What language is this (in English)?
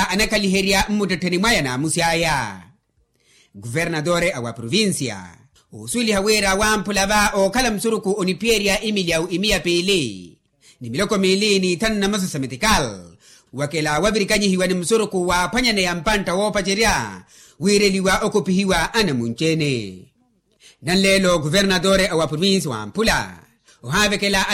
Makhuwa